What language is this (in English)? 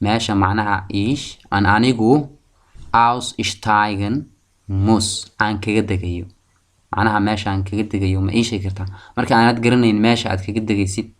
Somali